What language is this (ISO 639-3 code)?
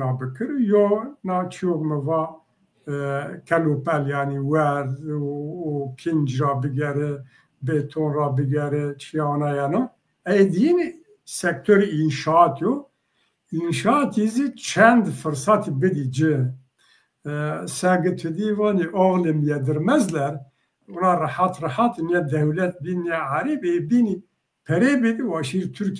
zza